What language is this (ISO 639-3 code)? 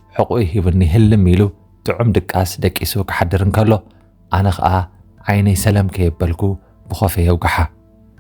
tir